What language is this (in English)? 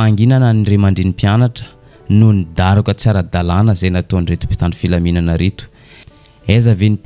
Malagasy